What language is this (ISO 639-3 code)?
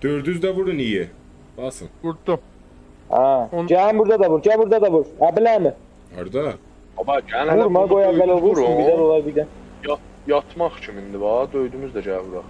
azb